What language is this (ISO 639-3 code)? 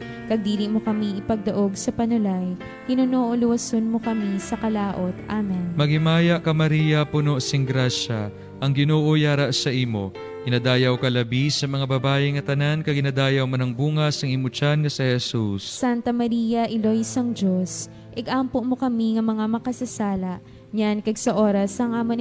hil